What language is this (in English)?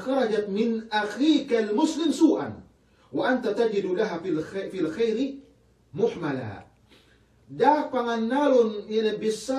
Yakan